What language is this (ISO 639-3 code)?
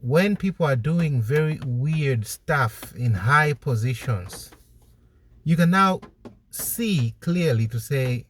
eng